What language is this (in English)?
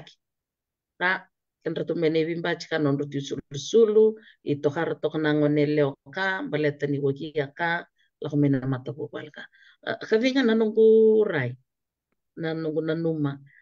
Fijian